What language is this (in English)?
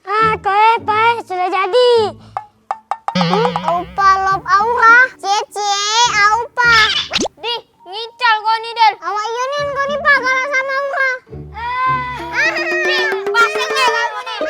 Musi